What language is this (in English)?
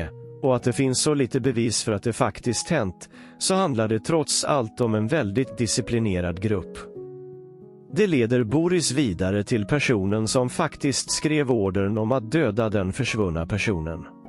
Swedish